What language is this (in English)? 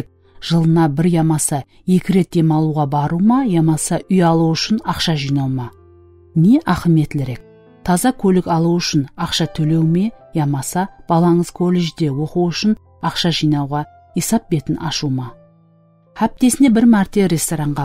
Kara-Kalpak